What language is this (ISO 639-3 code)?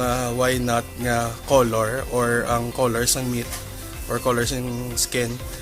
hil